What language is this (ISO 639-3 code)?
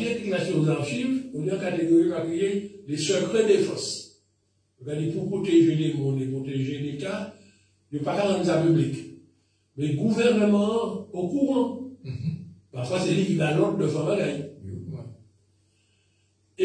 fra